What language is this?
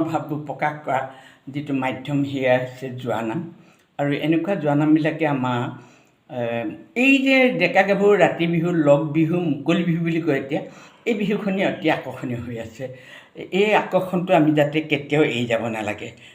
Assamese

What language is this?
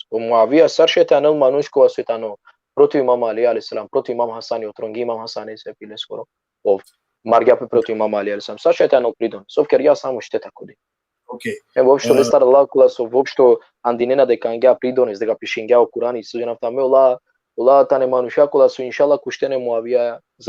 Balkan Romani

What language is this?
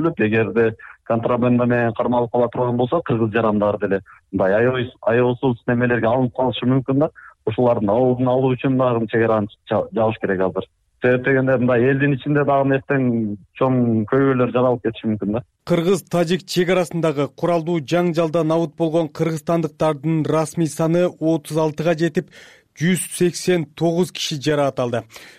Kyrgyz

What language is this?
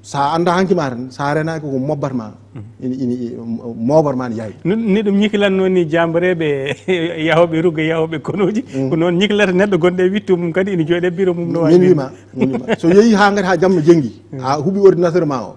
Fula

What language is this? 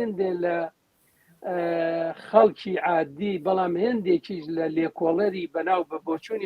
Central Kurdish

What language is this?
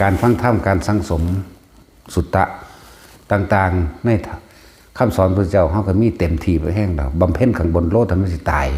Northeastern Thai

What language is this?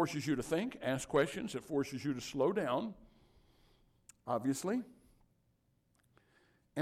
English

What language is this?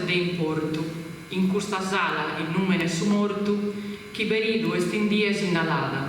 Sardinian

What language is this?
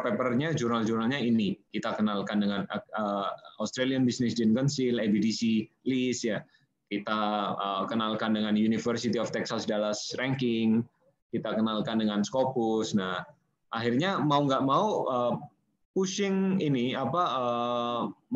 Indonesian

